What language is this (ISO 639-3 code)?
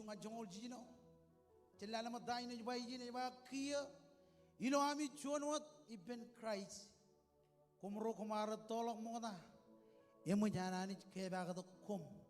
mah